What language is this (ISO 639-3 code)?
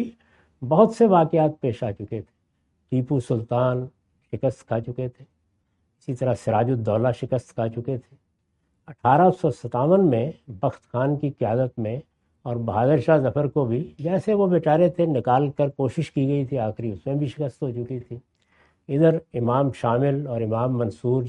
urd